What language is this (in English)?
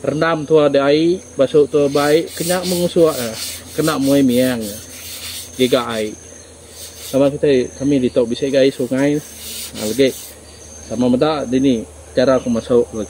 Iban